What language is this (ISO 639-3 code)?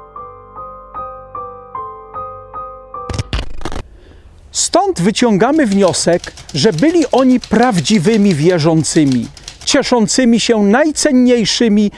pol